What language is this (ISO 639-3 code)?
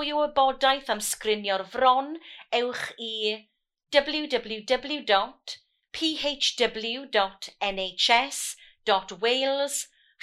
cym